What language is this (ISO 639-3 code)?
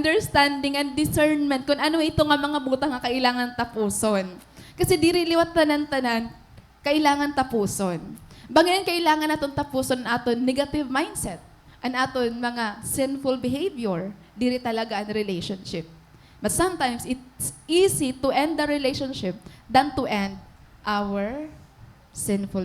war